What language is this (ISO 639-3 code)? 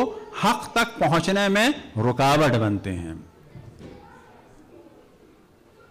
urd